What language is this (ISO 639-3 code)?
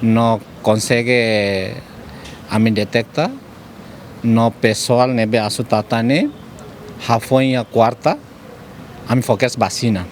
tet